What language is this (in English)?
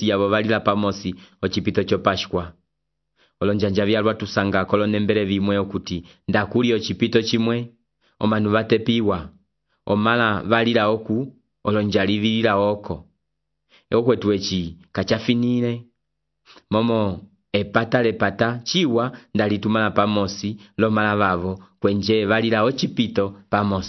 Umbundu